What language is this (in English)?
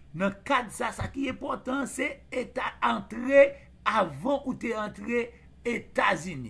Haitian Creole